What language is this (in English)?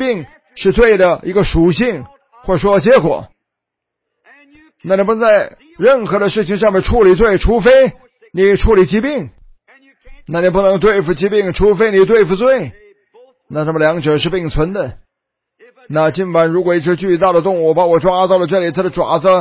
Chinese